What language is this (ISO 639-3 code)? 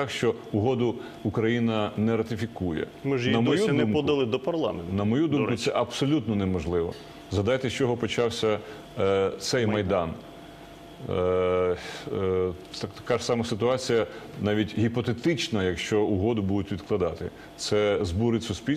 ukr